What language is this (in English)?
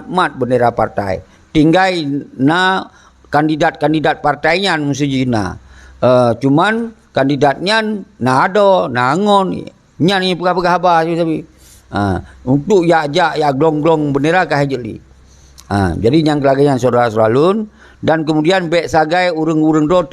Achinese